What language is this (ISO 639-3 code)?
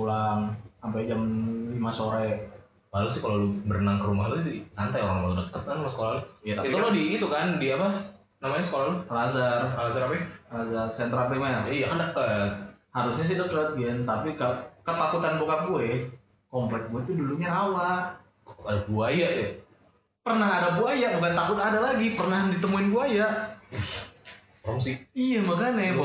ind